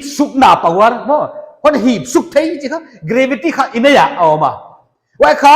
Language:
Paite Chin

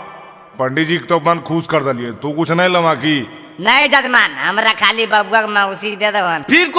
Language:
Magahi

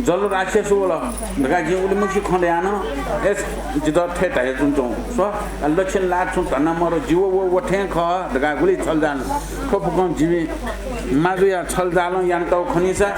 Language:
Newari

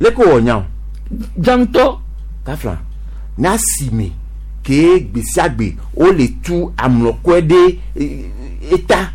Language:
Gen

